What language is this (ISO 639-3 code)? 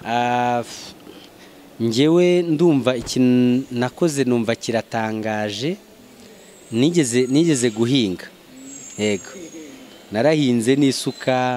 kin